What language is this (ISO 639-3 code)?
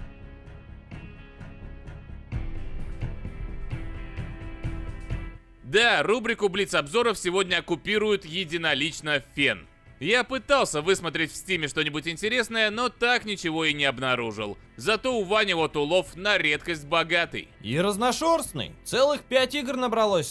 rus